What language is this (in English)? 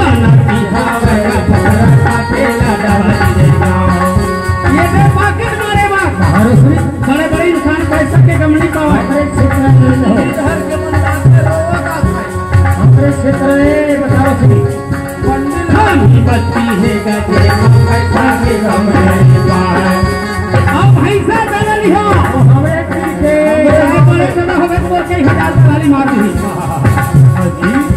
Chhattisgarhi